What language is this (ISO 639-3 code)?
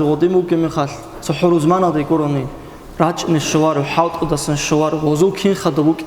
ava